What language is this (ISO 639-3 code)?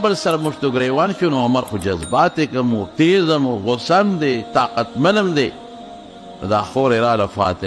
pus